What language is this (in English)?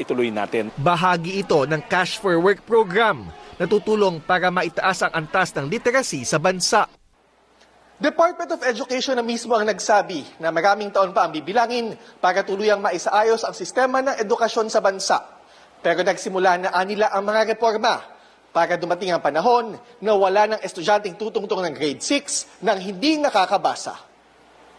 Filipino